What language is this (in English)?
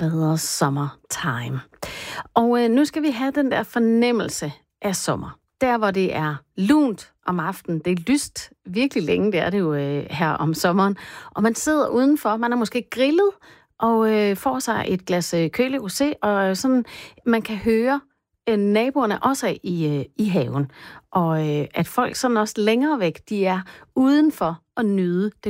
Danish